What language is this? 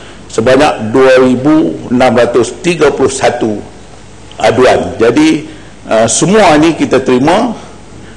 Malay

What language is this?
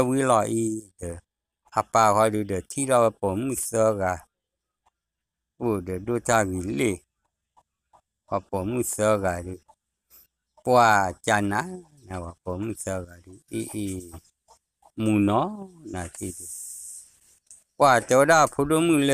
S'gaw Karen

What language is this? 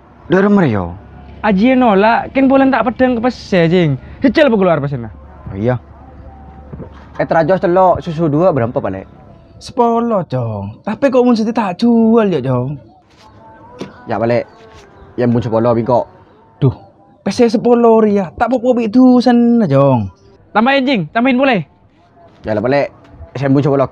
Madurese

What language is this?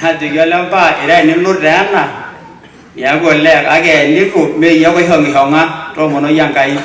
Masai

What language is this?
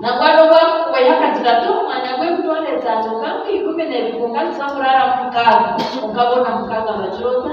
Nyankole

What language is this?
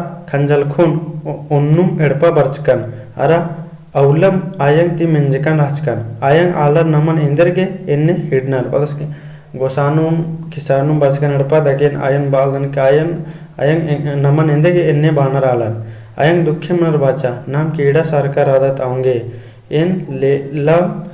Kurukh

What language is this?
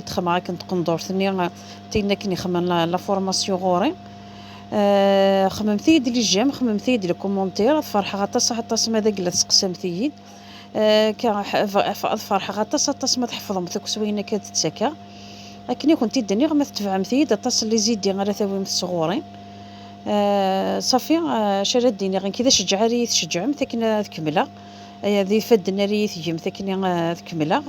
Kabyle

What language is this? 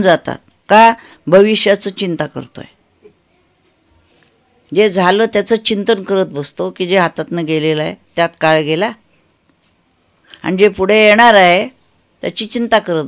Marathi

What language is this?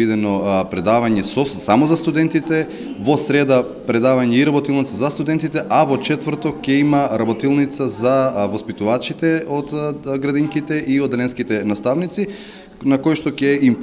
Macedonian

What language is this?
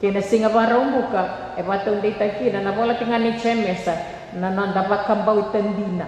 Fijian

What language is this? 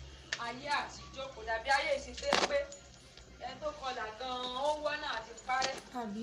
Yoruba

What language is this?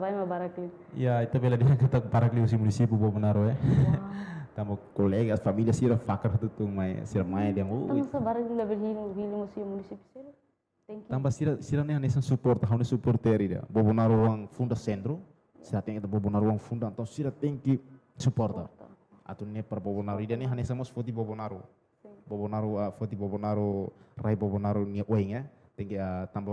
Tetum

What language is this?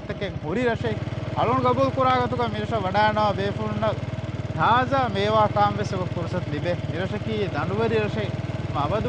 Divehi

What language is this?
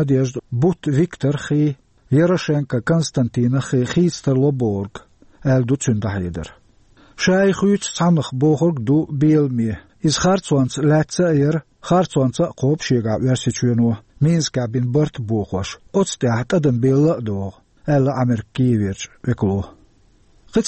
Chechen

